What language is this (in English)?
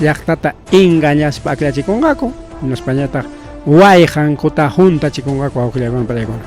Ayacucho Quechua